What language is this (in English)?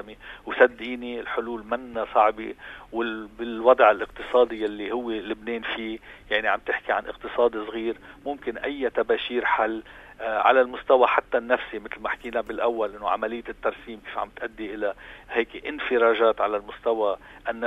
North Levantine Arabic